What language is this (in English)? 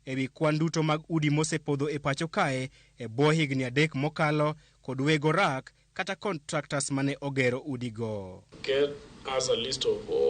Luo (Kenya and Tanzania)